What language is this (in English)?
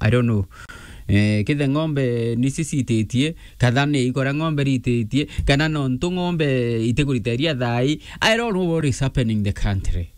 Meru